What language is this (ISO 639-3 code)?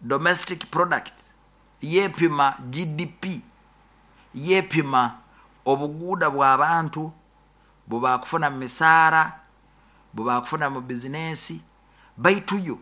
nyo